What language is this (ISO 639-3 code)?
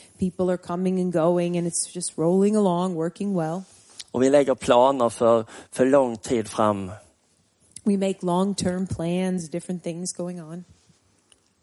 swe